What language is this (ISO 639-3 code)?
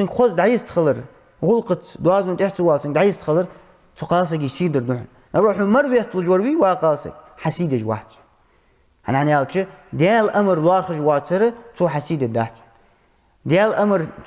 inh